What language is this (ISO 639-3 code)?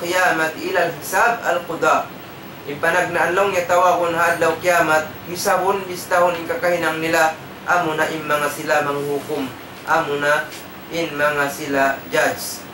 tsg